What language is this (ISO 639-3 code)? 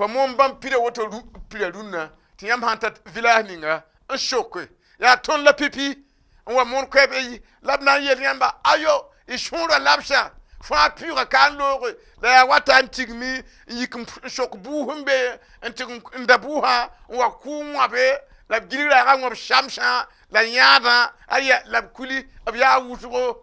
mos